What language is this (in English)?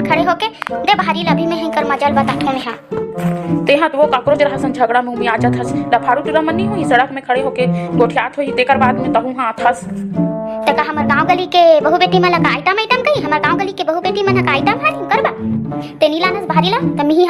Chhattisgarhi